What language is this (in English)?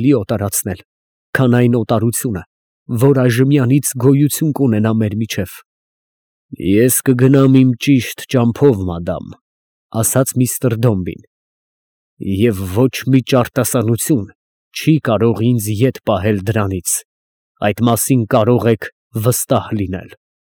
Armenian